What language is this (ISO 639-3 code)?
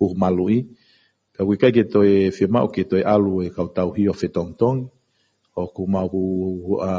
ton